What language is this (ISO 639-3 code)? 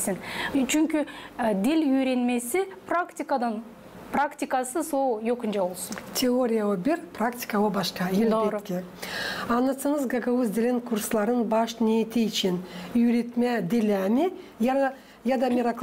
gag